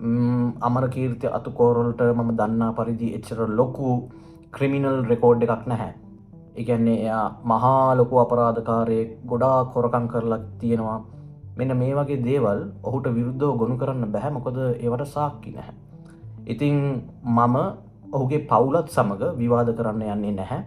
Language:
Sinhala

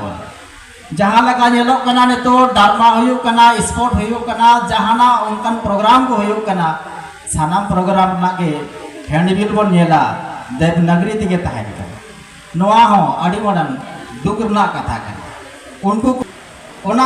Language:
Santali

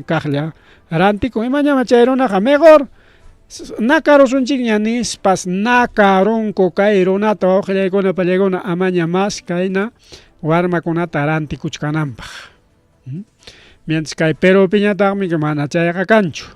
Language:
Ayacucho Quechua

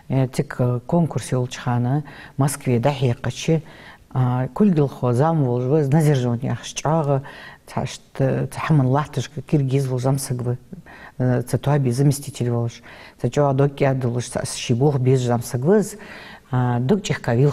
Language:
Ingush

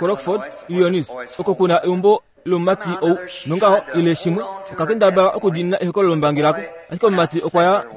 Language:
Kuanyama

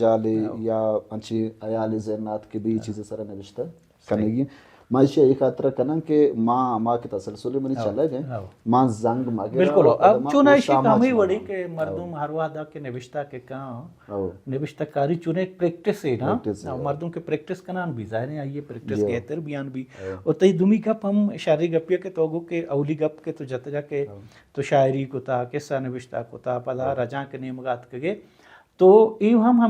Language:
Baluchi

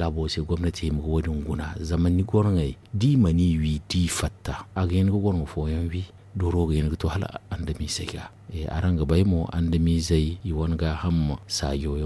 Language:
Zarma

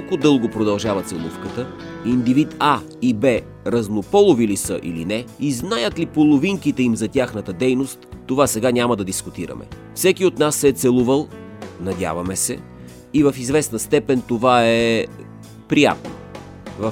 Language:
Bulgarian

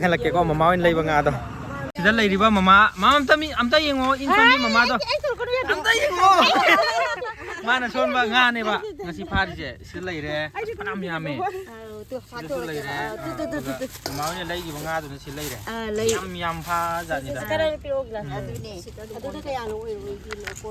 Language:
Manipuri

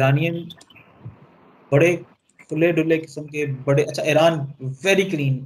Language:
Hindi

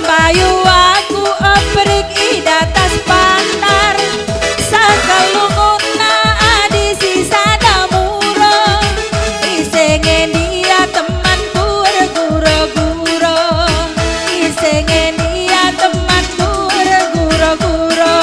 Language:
Batak Karo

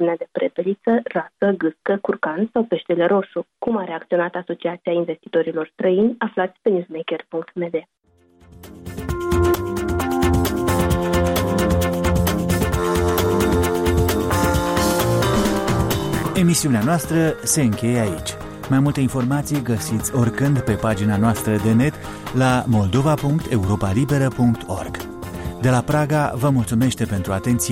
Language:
Romanian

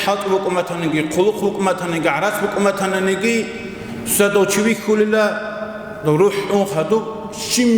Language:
Avaric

